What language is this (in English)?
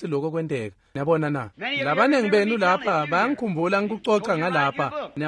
Swati